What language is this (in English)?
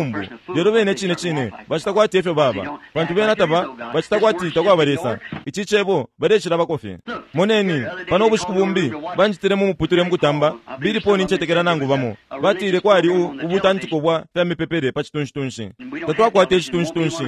Bemba